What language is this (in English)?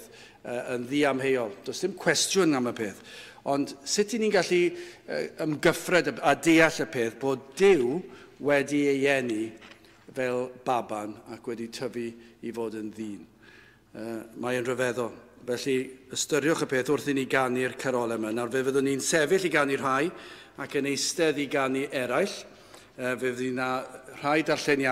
Welsh